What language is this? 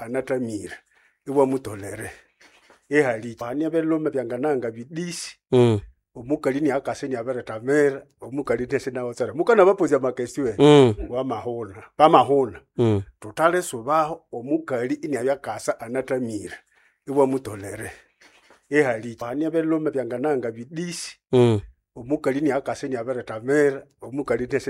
Nande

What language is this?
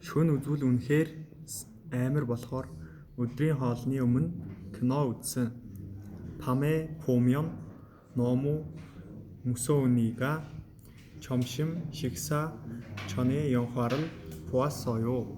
Mongolian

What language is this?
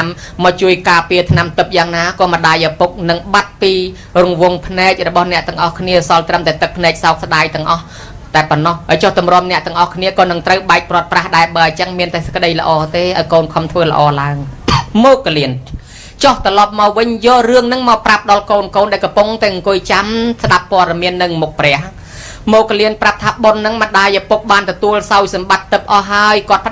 Khmer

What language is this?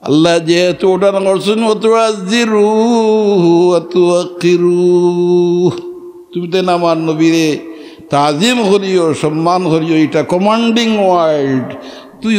Sylheti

